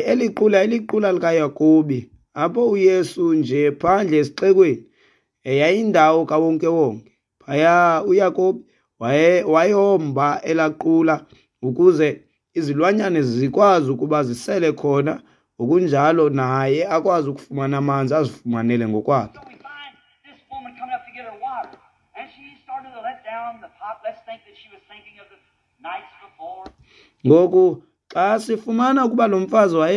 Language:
Xhosa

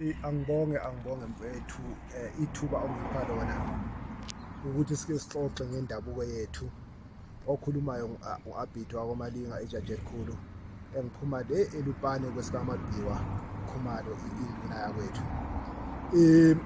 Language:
North Ndebele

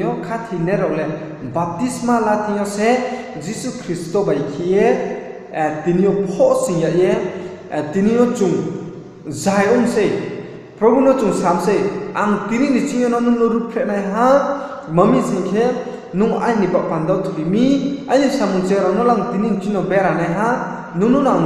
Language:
Riang (India)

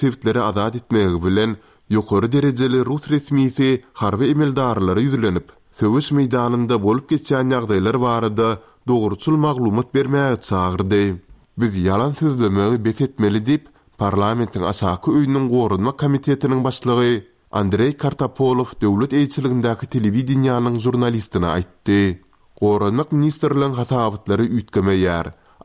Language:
Turkmen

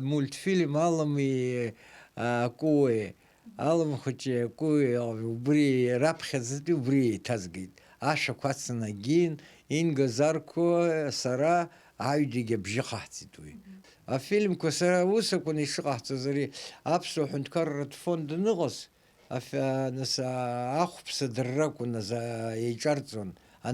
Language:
Abkhazian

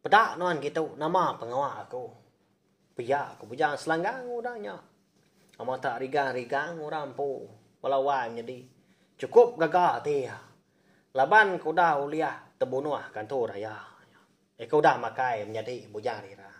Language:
Iban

